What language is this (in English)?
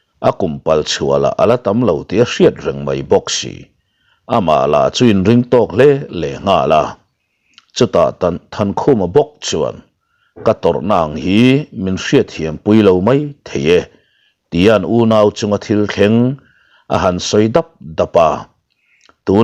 Mizo